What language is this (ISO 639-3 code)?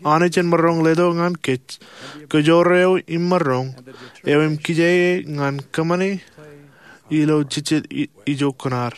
mah